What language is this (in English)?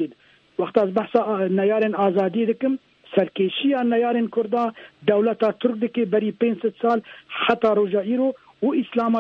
Kurdish